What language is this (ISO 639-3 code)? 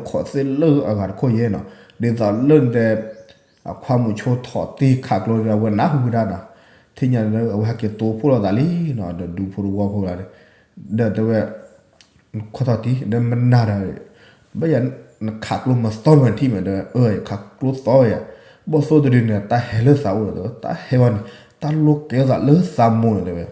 ksw